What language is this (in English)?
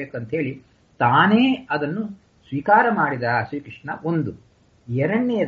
Kannada